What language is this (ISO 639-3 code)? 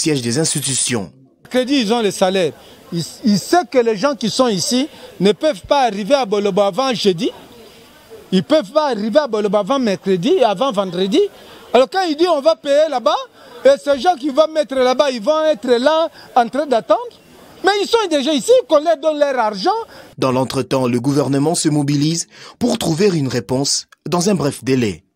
fra